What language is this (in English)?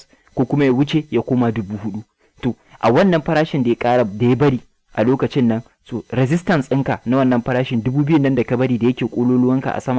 Hausa